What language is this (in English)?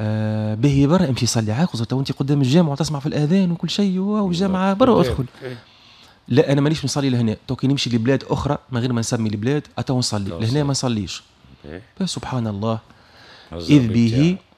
Tunisian Arabic